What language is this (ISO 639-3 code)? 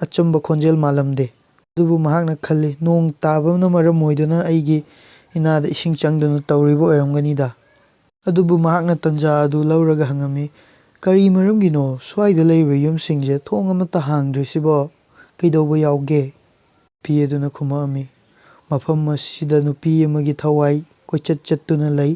mni